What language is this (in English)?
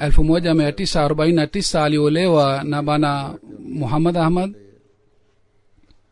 Swahili